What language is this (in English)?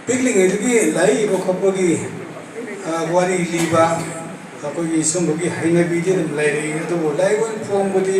Manipuri